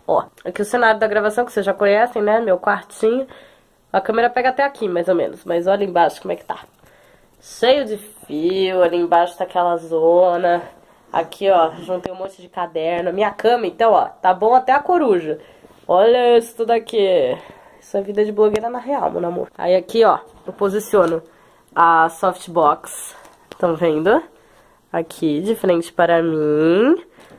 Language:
Portuguese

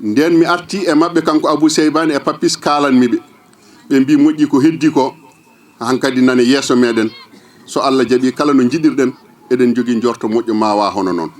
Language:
Fula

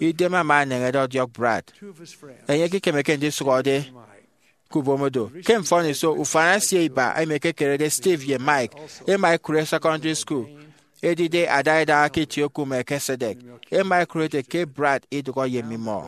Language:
Efik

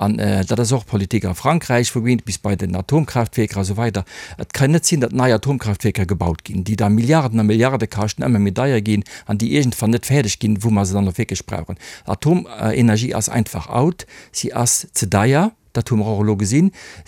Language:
Luxembourgish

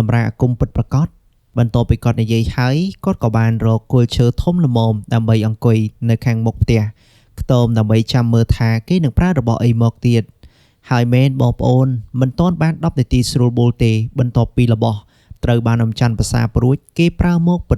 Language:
Khmer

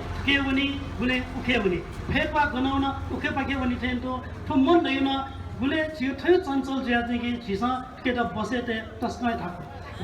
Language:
Newari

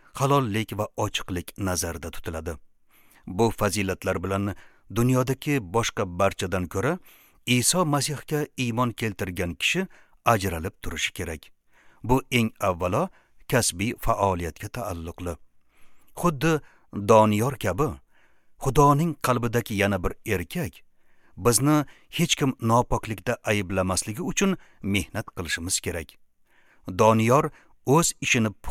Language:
Uzbek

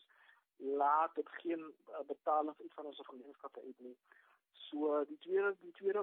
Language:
Afrikaans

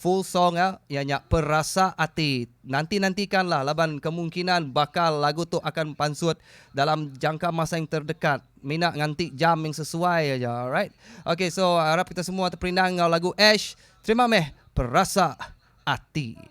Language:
Iban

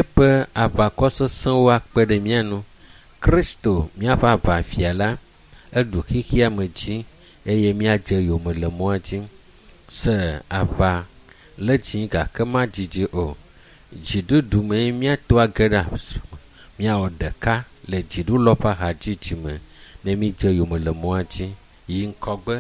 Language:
Ewe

